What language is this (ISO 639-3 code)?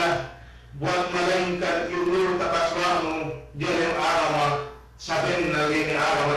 yka